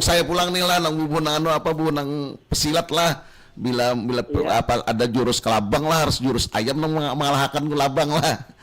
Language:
Banjar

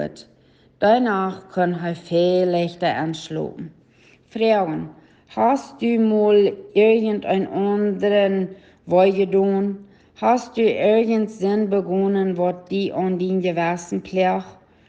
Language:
Plautdietsch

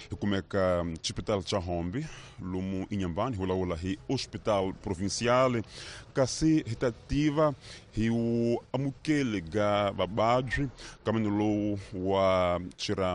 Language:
Tsonga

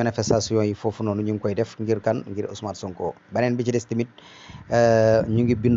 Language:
Wolof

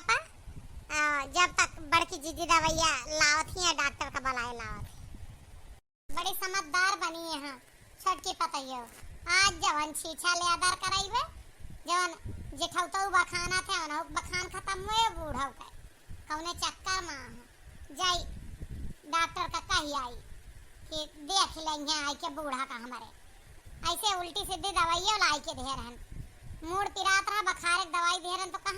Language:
Awadhi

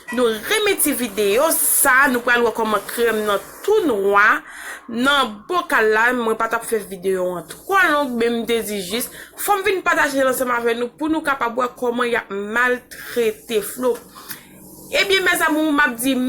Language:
Haitian Creole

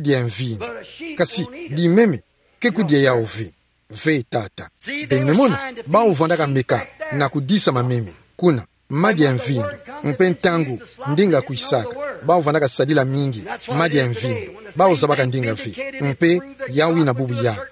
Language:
Kituba (Democratic Republic of Congo)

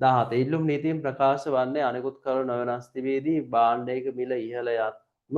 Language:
Sinhala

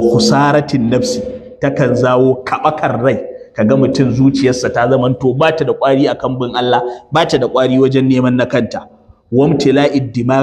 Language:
Hausa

